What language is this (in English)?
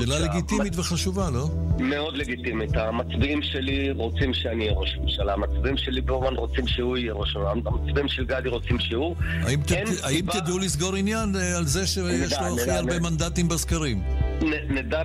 Hebrew